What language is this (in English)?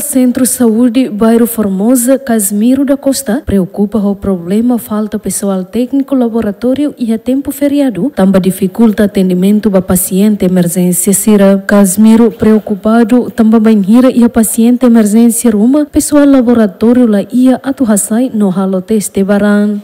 Tetum